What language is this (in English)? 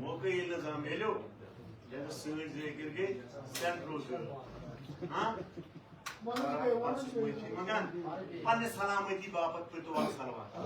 Kashmiri